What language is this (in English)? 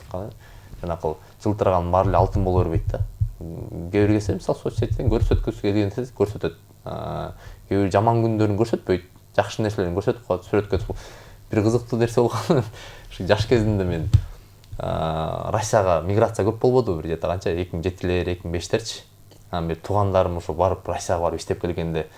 Kyrgyz